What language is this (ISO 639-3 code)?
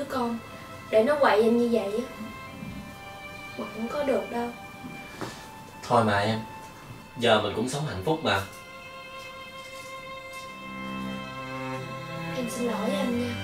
vie